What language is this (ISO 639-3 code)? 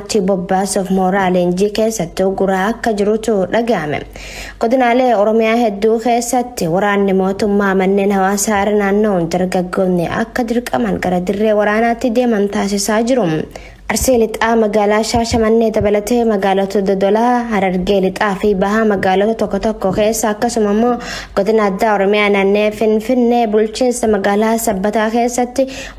orm